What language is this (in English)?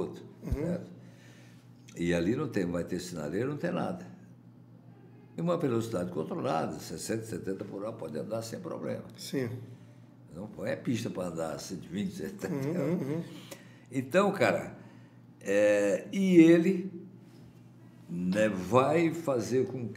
Portuguese